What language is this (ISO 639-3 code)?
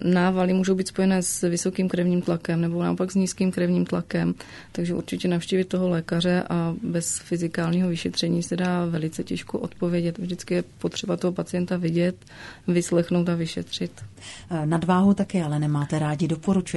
ces